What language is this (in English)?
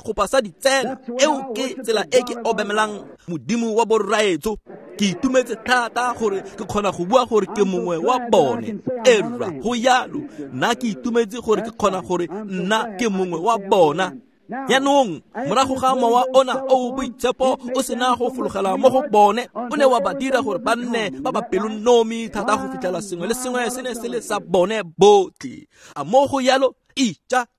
Tswana